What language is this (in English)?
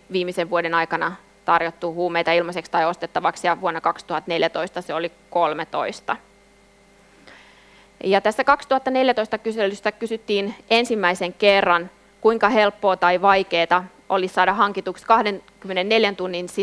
Finnish